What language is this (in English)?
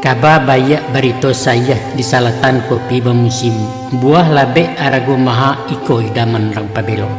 Minangkabau